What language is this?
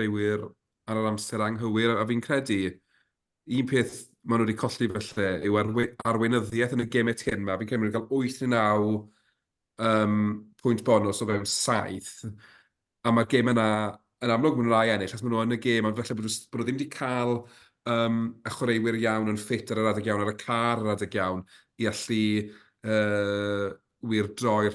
Welsh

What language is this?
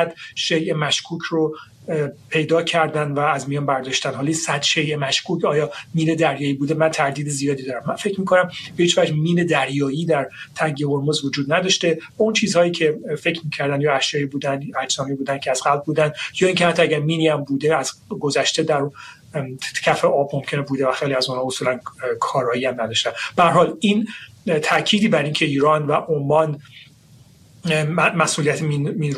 Persian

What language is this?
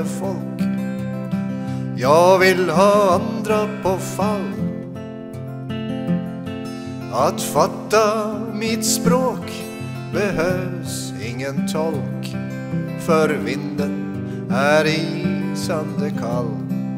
Swedish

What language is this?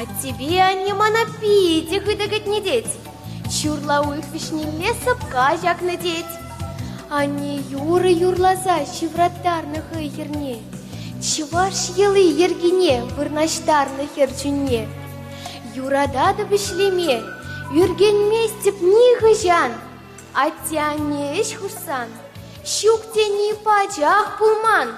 Chuvash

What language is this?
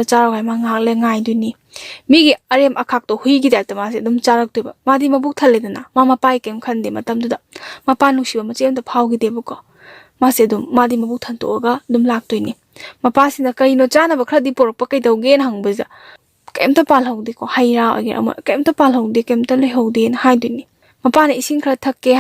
Manipuri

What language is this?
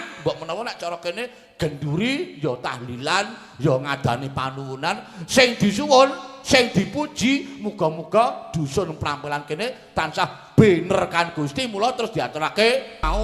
Javanese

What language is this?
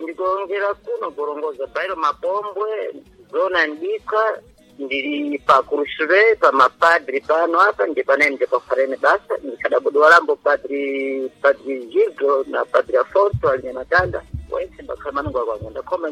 Sena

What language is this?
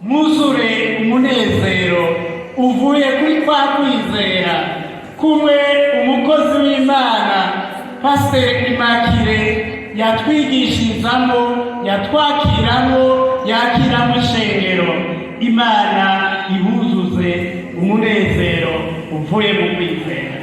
Rundi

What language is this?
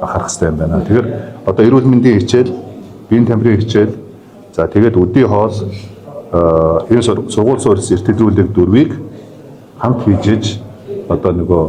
Mongolian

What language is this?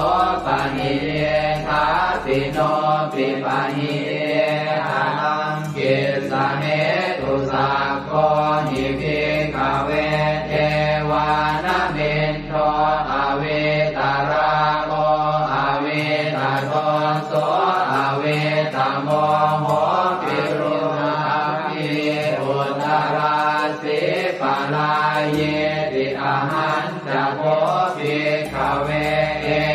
Pali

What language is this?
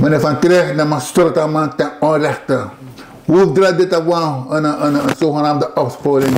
Sranan Tongo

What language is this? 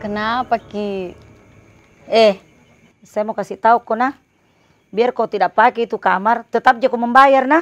Makassar Malay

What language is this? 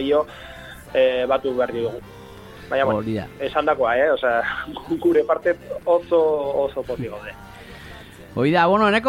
Basque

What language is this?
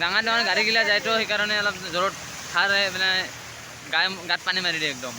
Assamese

